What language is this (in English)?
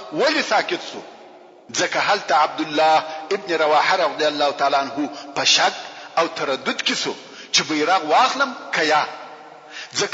Pashto